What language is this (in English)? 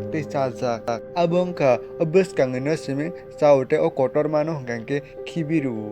Kok Borok